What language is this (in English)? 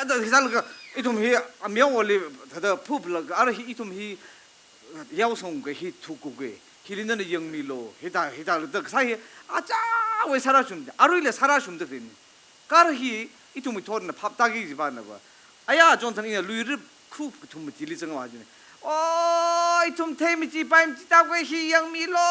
Tangkhul Naga (India)